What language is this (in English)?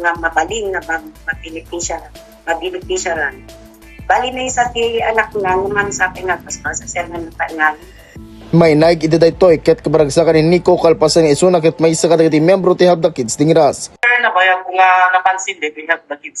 Iloko